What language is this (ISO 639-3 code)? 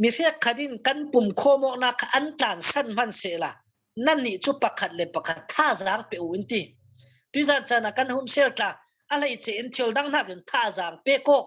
cfm